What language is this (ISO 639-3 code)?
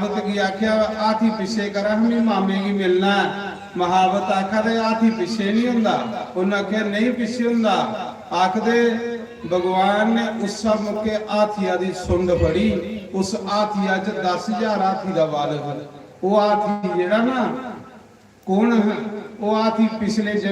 doi